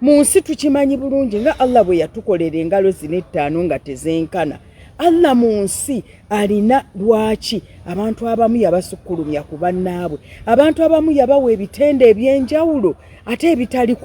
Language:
Ganda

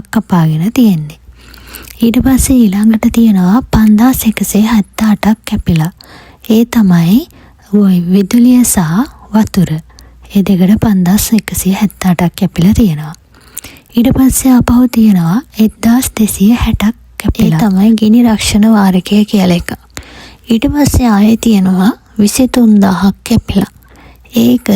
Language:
Sinhala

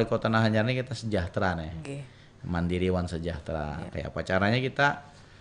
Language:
Banjar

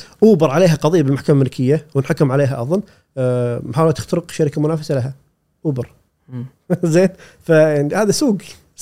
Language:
Gulf Arabic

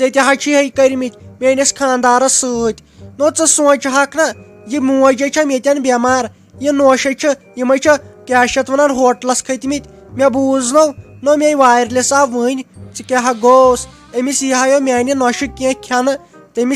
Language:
Kashmiri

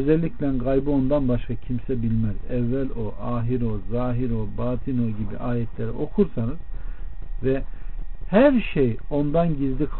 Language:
Turkish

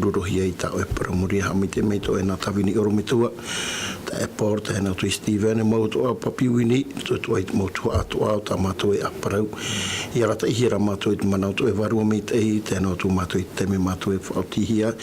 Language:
Tahitian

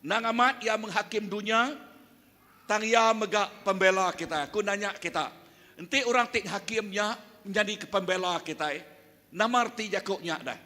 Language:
Iban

